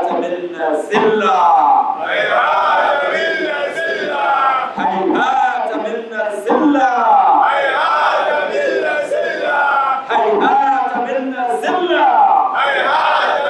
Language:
Dagbani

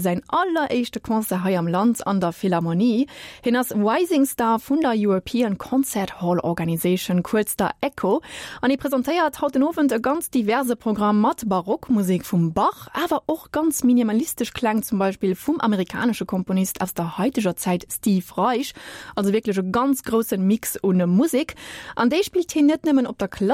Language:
Luxembourgish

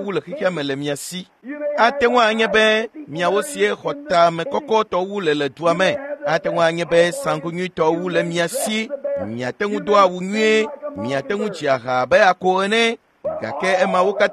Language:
Ewe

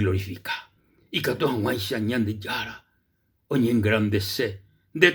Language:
Guarani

